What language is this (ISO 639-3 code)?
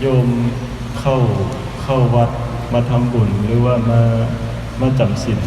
lao